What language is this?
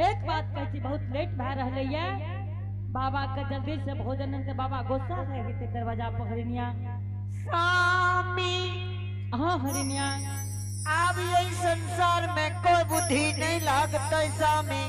Angika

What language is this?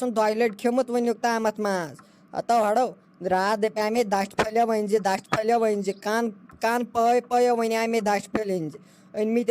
Kashmiri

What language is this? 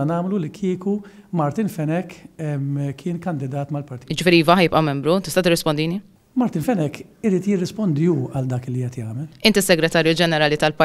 Maltese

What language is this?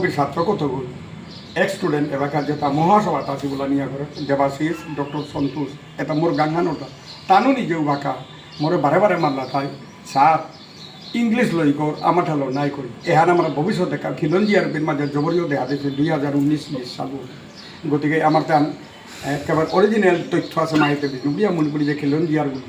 Bishnupriya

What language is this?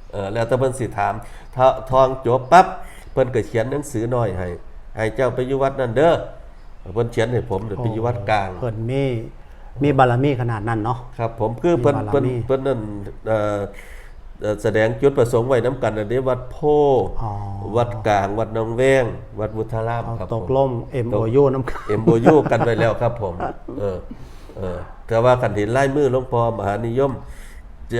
Northeastern Thai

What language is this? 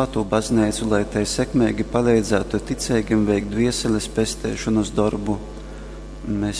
Latgalian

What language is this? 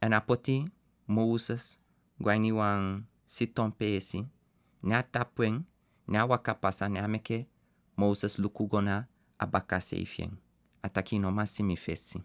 Sranan Tongo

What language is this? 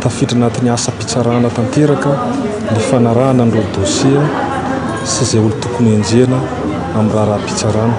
Malagasy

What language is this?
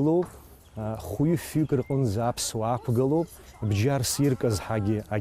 Abkhazian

